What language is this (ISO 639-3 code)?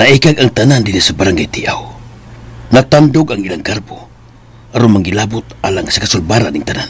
ceb